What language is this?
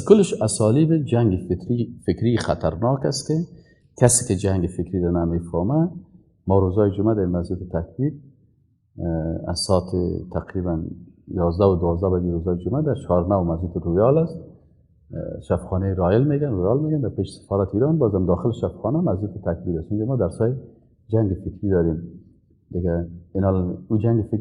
Persian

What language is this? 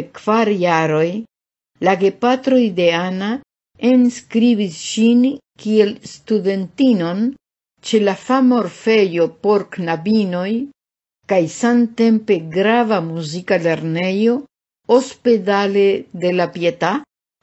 Esperanto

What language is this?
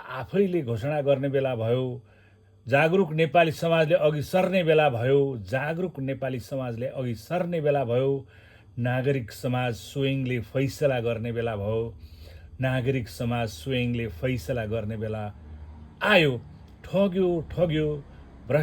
Nepali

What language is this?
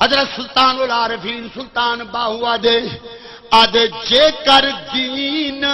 Saraiki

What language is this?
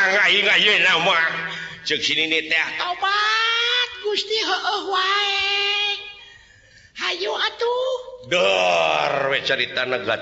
Sundanese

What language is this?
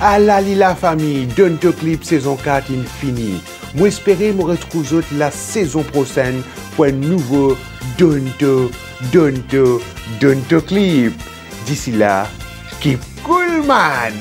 Morisyen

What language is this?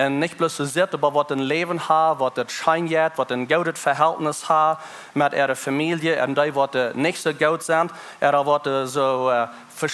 Plautdietsch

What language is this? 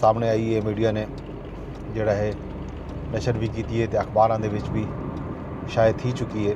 Saraiki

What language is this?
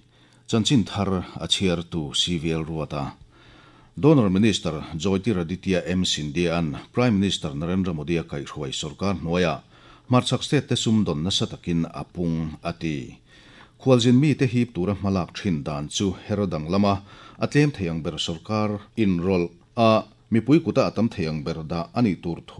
Mizo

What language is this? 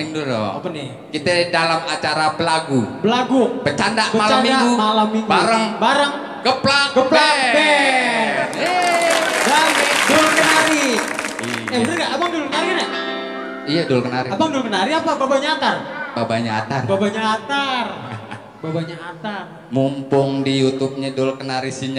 Betawi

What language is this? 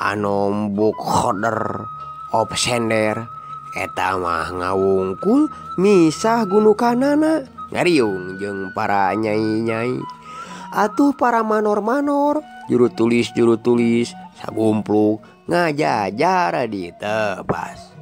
Sundanese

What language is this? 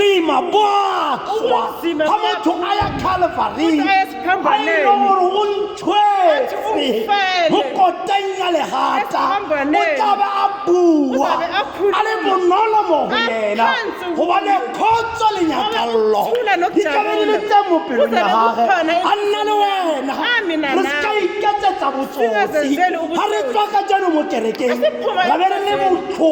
Tswana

